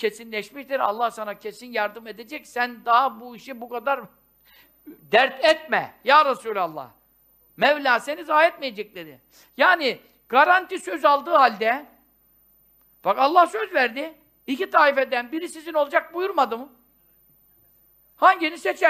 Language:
Turkish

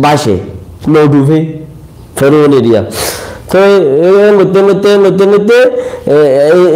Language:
Rohingya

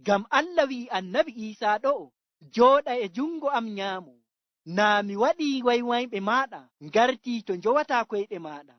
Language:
Fula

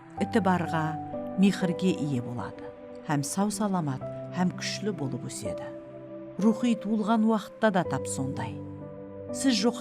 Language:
Kara-Kalpak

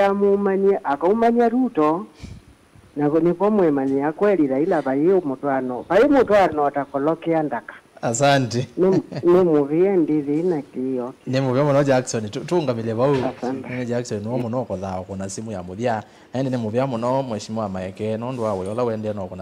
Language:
Kamba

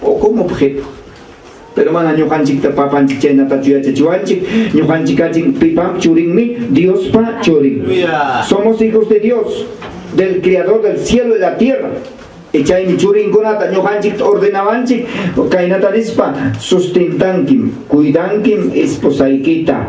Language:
Ayacucho Quechua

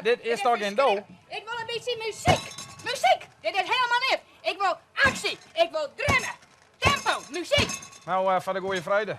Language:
Western Frisian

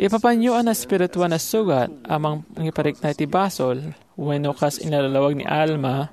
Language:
Iloko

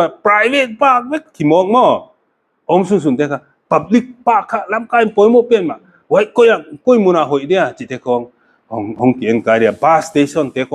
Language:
Paite Chin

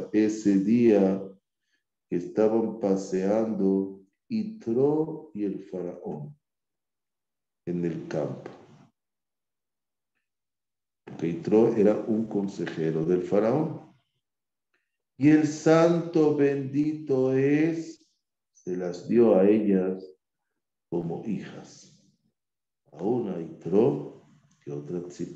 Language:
Spanish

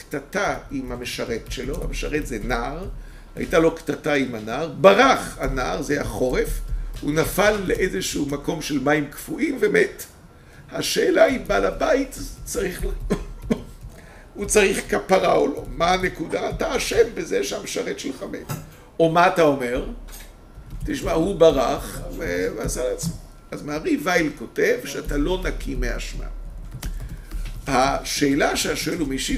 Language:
Hebrew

